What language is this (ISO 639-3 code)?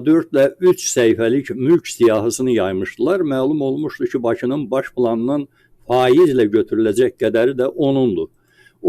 aze